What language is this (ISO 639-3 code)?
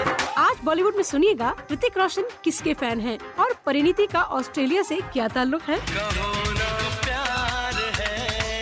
urd